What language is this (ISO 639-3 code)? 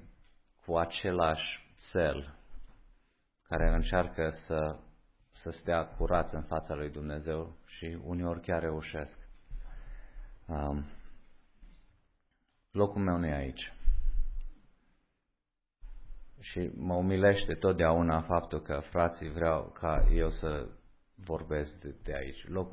ron